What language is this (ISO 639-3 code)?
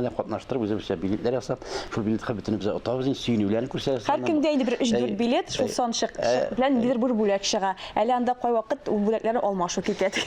tat